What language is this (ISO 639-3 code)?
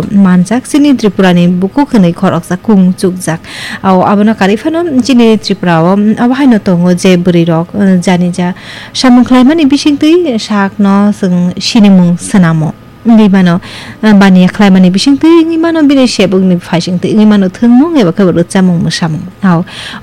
trp